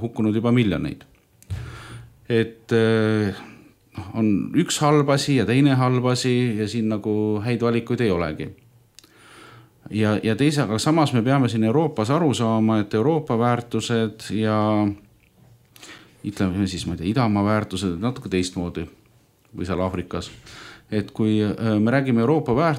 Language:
Estonian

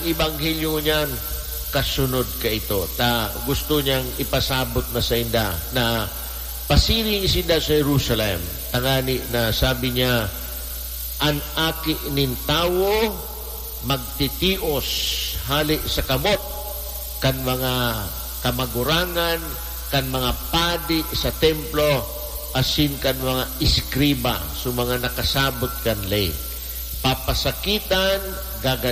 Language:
Bikol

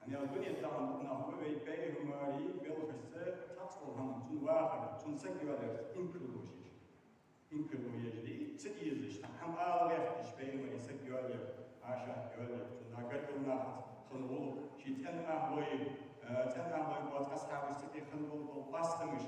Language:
Ingush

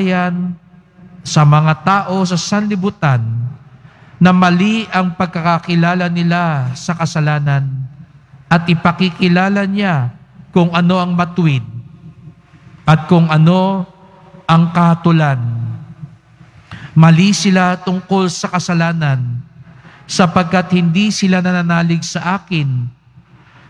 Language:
Filipino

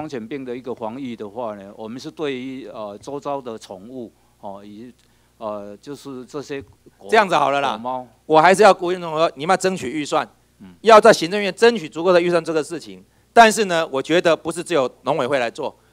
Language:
Chinese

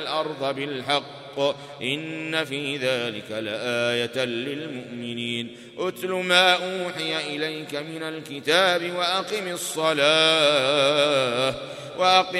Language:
Arabic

